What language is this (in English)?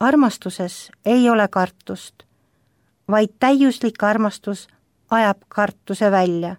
Estonian